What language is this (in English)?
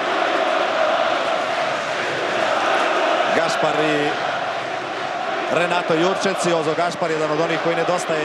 Croatian